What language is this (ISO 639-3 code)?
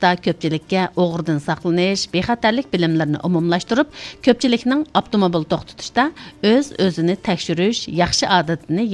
uig